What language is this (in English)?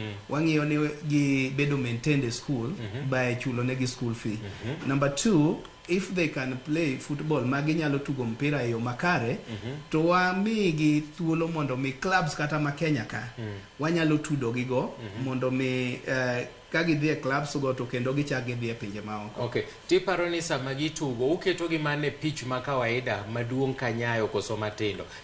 Luo (Kenya and Tanzania)